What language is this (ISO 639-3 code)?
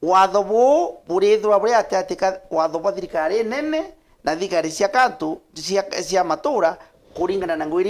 mer